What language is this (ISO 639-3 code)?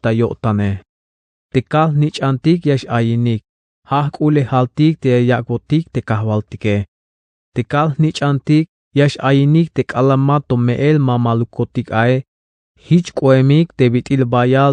tzh